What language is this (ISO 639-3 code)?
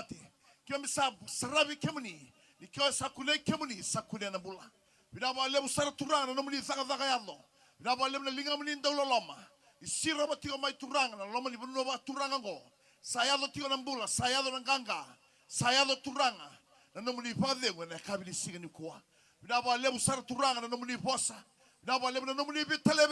fij